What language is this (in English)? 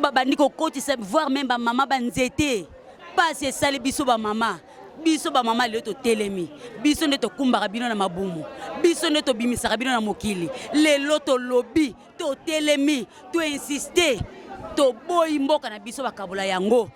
Lingala